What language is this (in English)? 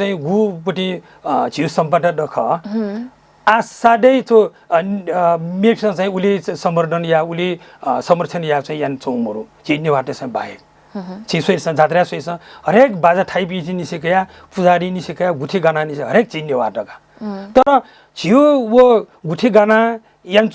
Newari